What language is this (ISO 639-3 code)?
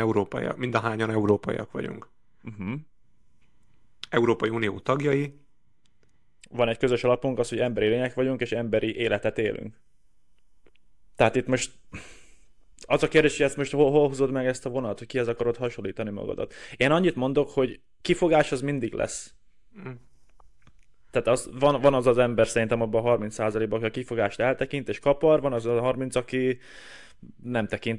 hun